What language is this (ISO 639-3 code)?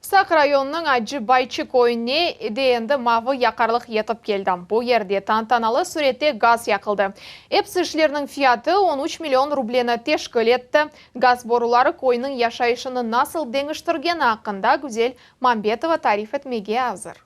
crh